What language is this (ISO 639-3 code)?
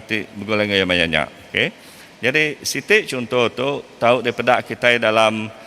iba